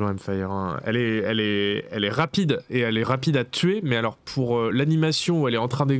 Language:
French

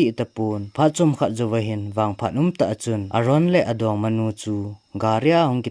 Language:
Thado Chin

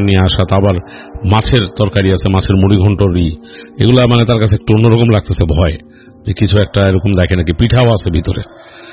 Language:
Bangla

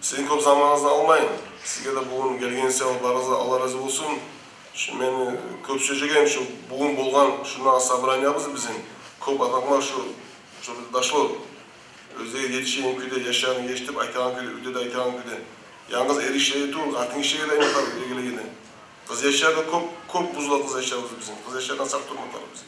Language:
Kumyk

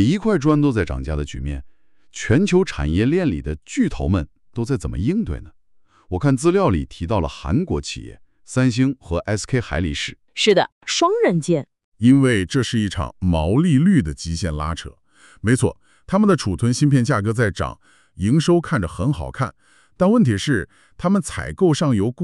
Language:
Chinese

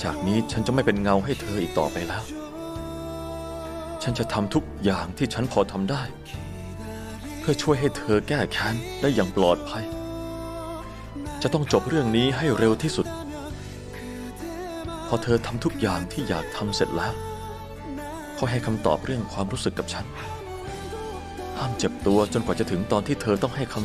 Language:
Thai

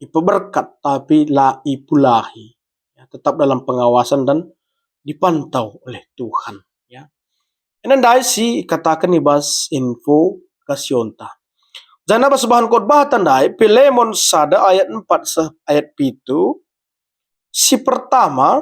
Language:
Batak Karo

